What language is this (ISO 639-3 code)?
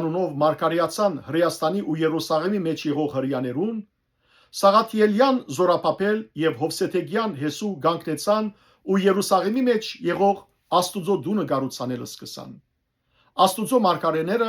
hyw